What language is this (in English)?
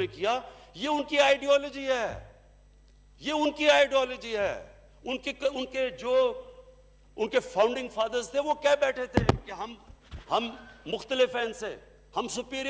Hindi